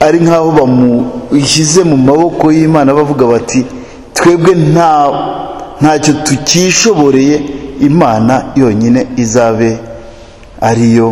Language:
Kinyarwanda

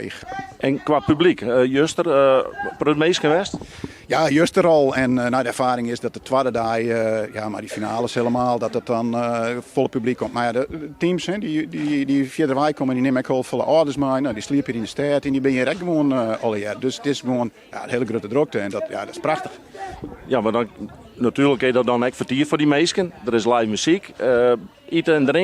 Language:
Western Frisian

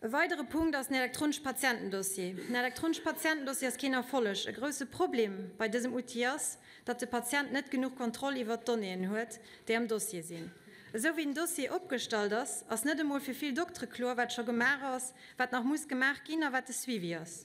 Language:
Luxembourgish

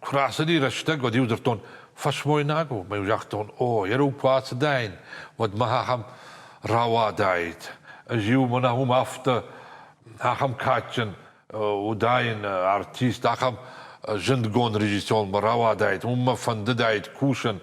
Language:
Ossetic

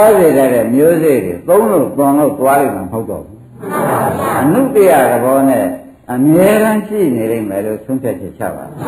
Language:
Burmese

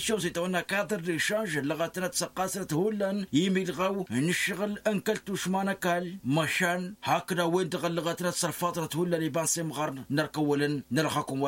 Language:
Tamasheq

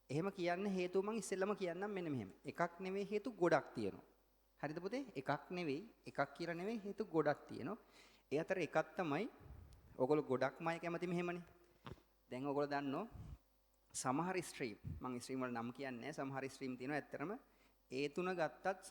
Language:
Sinhala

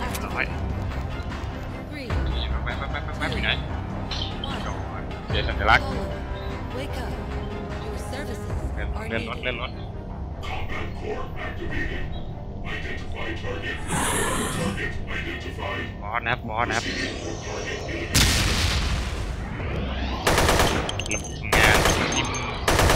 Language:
Thai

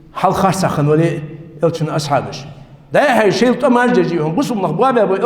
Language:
Ingush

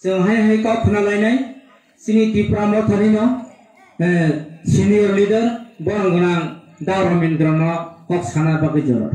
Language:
Kok Borok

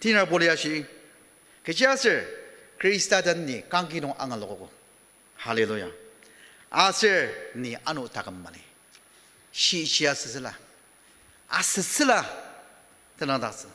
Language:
Ao Naga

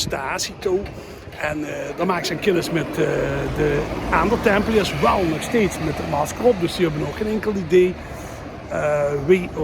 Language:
Limburgish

